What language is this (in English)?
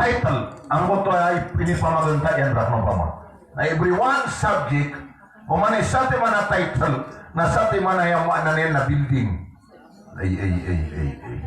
Maranao